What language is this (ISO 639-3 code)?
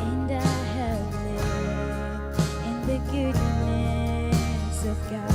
gil